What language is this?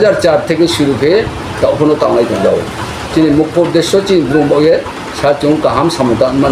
Riang (India)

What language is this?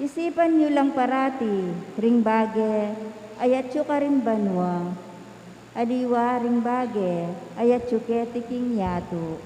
Pampanga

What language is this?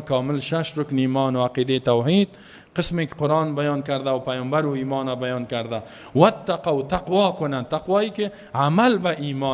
Persian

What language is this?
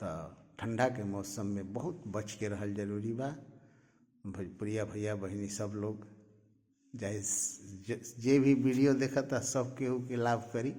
Bhojpuri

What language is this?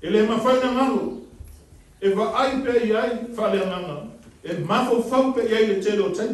Samoan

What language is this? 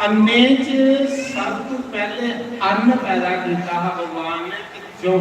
Dogri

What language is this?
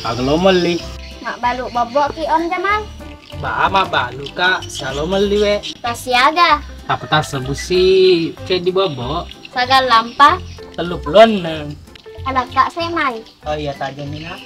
Buginese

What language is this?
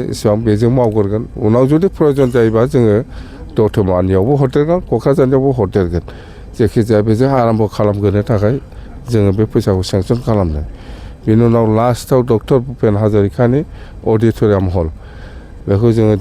Bodo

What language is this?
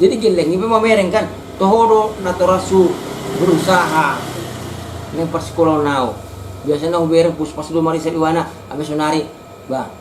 Batak Toba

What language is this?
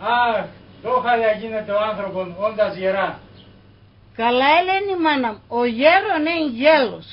Pontic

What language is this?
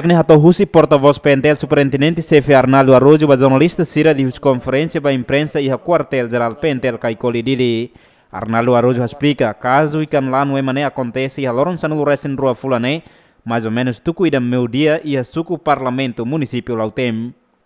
Tetum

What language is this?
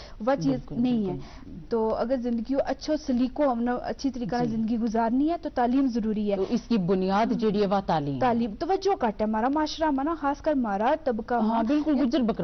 Gujari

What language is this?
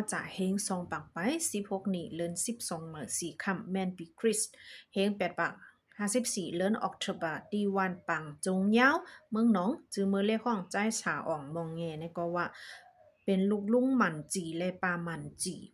Shan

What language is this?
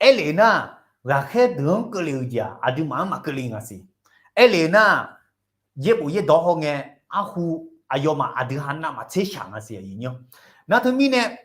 Akha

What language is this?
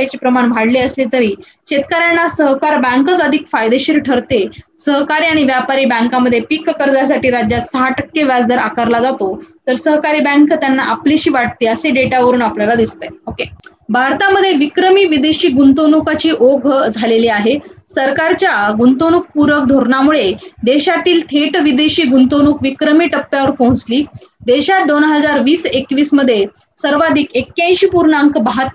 Marathi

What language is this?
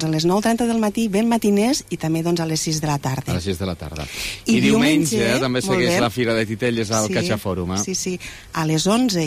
Catalan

